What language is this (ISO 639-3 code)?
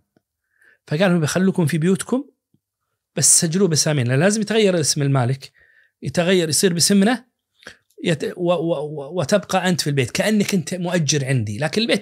ars